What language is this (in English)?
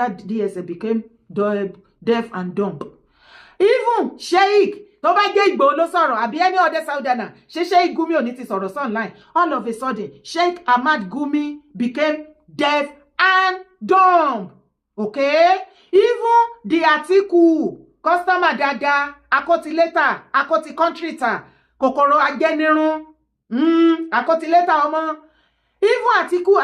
Yoruba